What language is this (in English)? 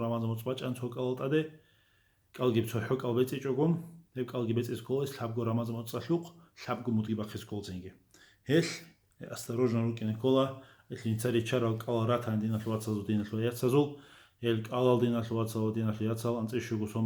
Avaric